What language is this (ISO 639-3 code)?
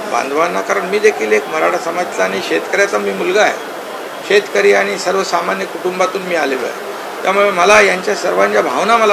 mar